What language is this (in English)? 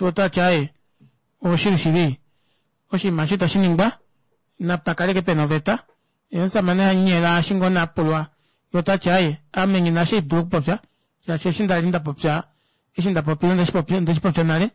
Kuanyama